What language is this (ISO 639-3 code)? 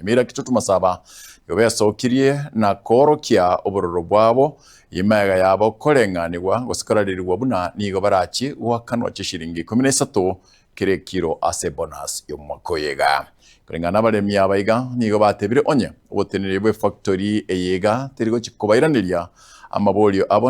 guz